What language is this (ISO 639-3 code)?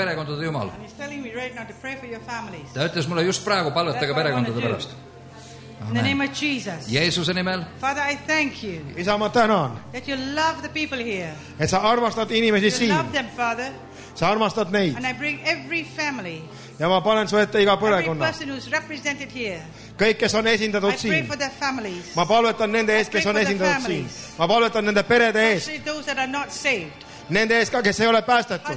est